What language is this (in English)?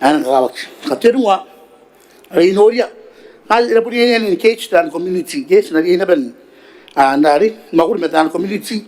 Gilbertese